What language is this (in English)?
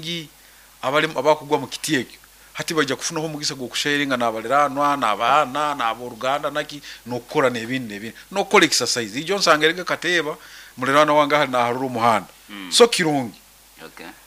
Nyoro